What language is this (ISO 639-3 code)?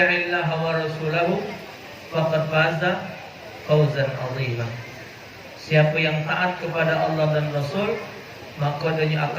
mui